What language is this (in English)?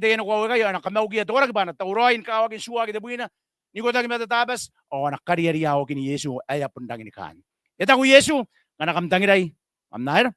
Gilbertese